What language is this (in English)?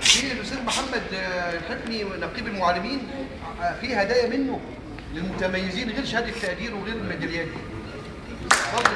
Egyptian Arabic